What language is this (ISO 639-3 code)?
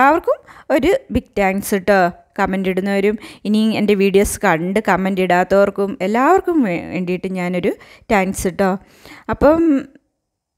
mal